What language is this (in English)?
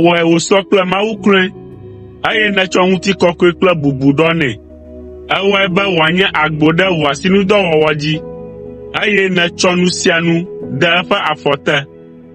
Ewe